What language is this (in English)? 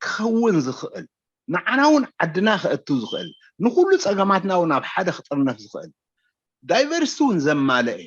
Tigrinya